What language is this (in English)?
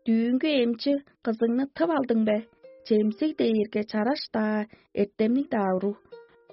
Tuvinian